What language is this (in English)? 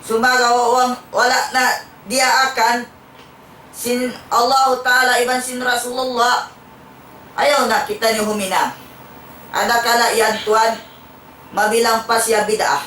Tausug